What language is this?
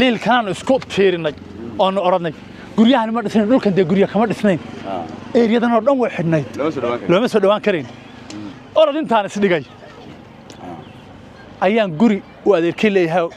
Somali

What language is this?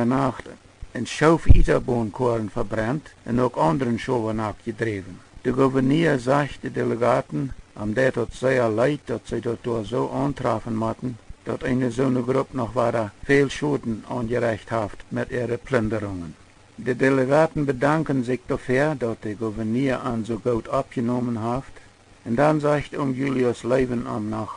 Plautdietsch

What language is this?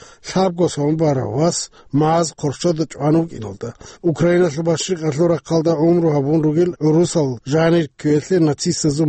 Avaric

